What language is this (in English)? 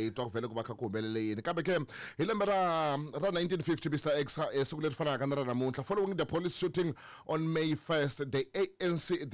Tsonga